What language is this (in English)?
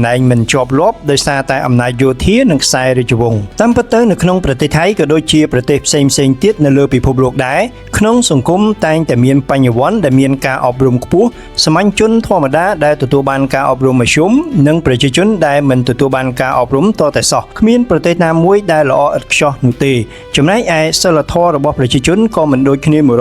Khmer